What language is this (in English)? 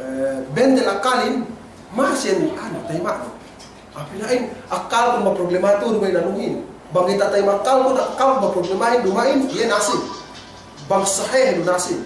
Yakan